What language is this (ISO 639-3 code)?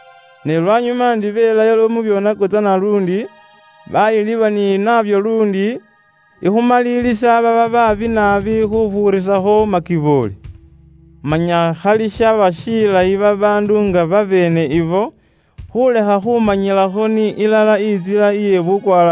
luy